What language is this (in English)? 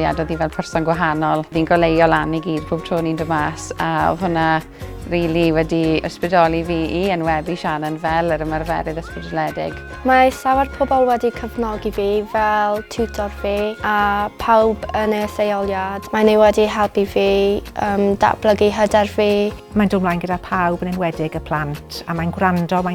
Welsh